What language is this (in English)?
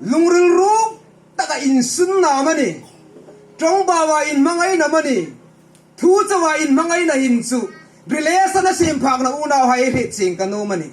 Hmar